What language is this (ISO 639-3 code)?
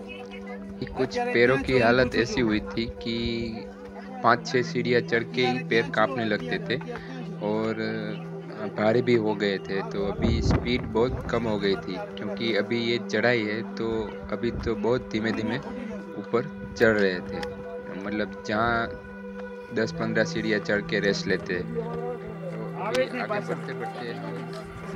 hin